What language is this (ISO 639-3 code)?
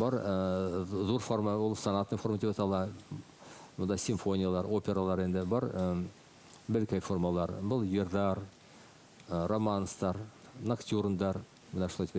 bak